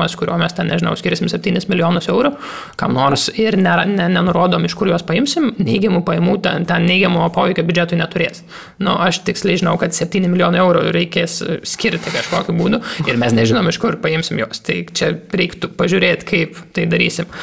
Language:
Lithuanian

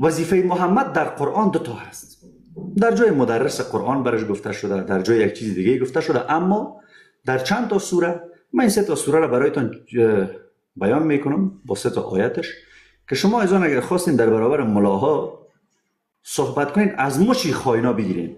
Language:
Persian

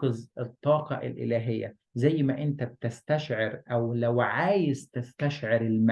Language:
Egyptian Arabic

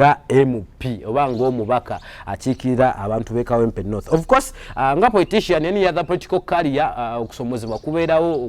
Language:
Ganda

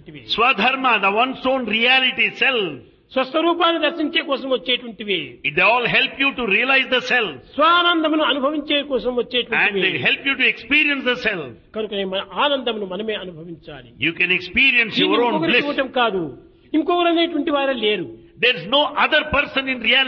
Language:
Telugu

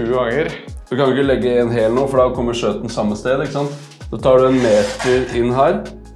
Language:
Norwegian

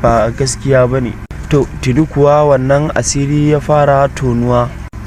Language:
Hausa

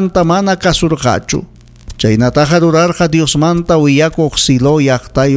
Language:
Ayacucho Quechua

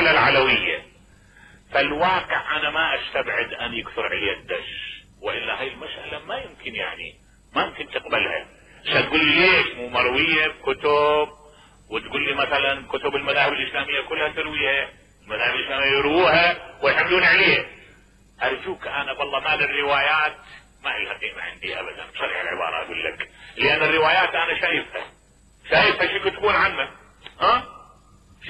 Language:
Mesopotamian Arabic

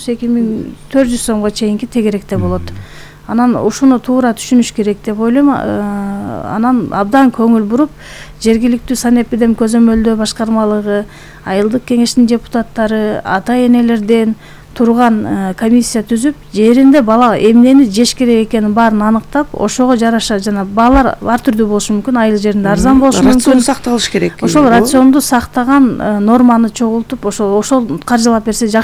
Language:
Kyrgyz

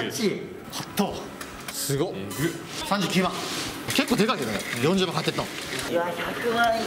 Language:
Japanese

